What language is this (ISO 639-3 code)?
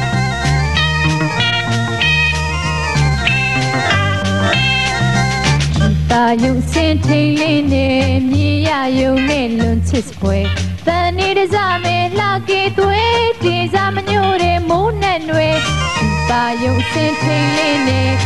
mya